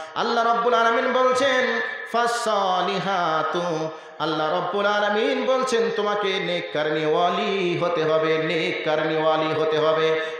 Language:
Bangla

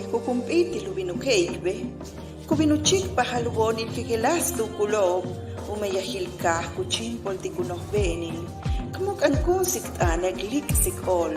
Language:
Yucateco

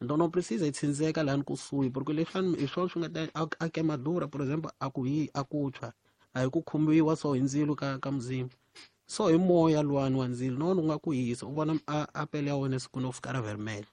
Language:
Tsonga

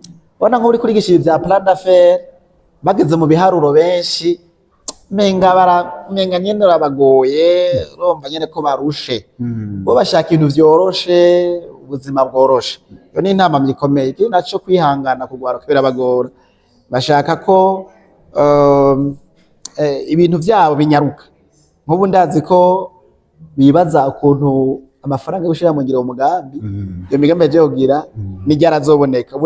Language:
Rundi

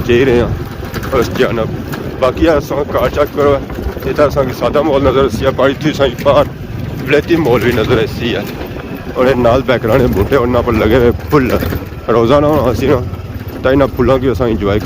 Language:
Pahari-Potwari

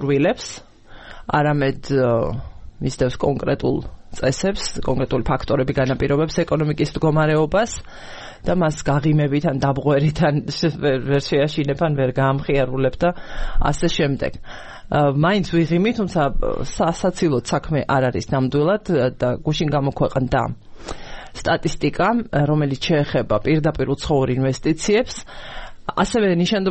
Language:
Georgian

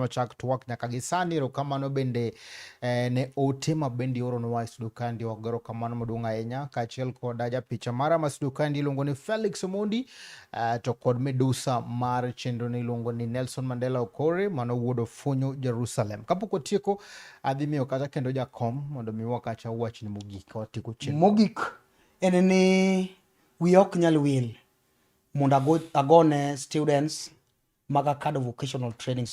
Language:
Luo (Kenya and Tanzania)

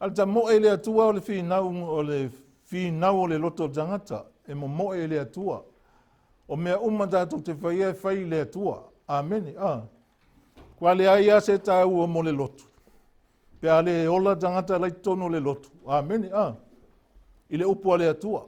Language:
Samoan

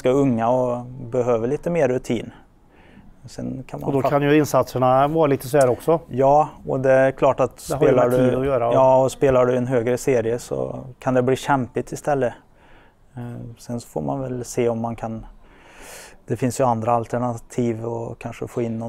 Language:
Swedish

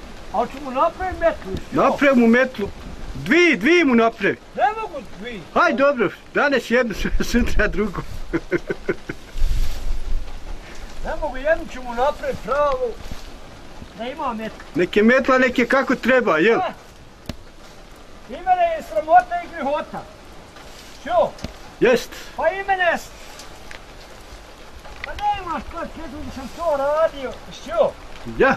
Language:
Bosnian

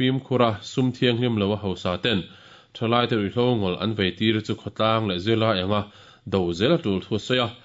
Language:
Mizo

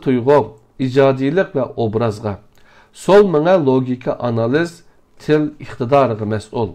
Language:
Uyghur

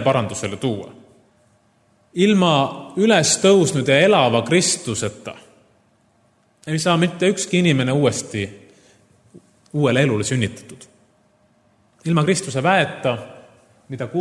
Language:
Estonian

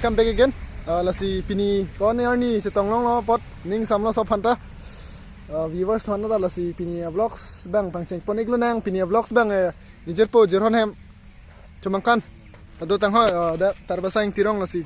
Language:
Karbi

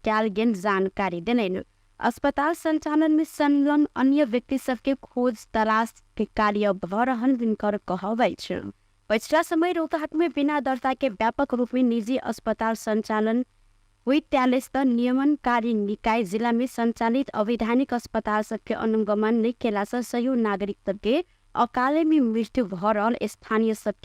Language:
Maithili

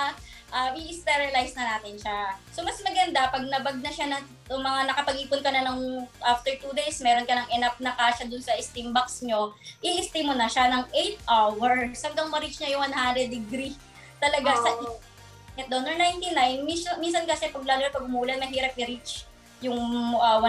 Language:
Filipino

